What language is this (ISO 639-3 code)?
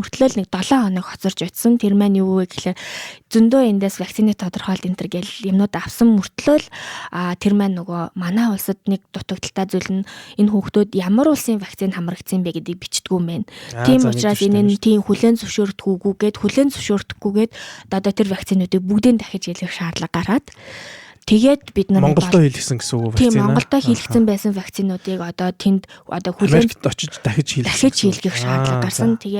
mon